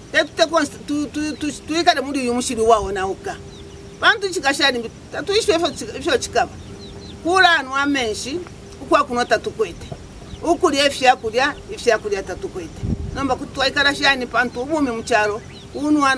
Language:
Bemba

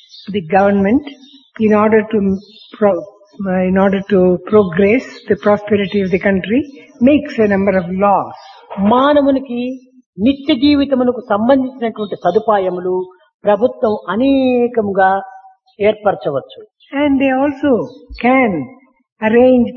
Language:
Telugu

